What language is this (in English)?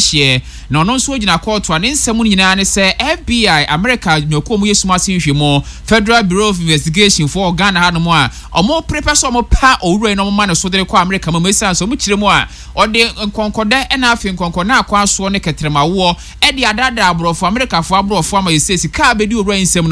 Akan